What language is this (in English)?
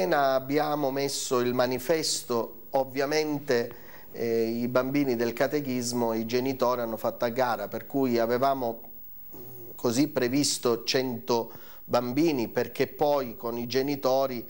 Italian